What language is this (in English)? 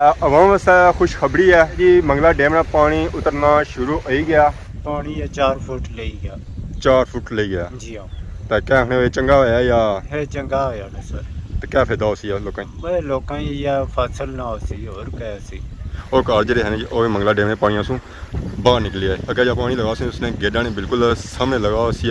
Pahari-Potwari